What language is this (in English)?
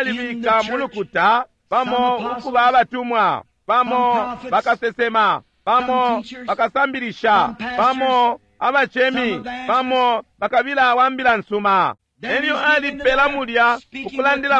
Bemba